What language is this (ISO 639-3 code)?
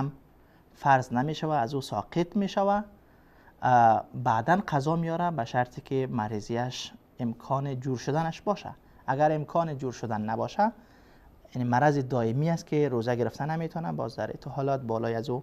fas